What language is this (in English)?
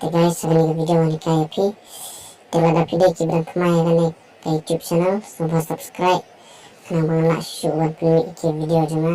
Khasi